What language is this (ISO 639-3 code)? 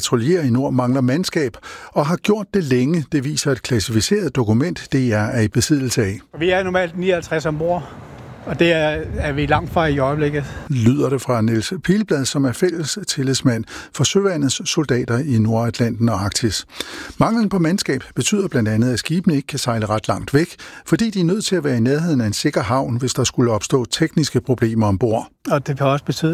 dan